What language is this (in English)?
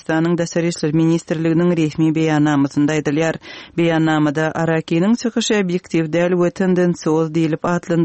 Turkmen